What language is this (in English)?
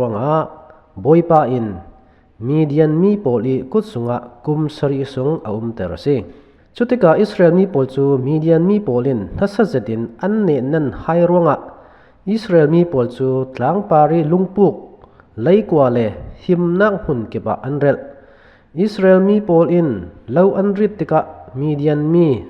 Falam Chin